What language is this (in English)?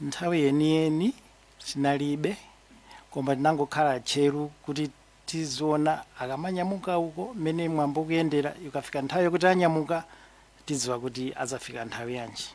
Nyanja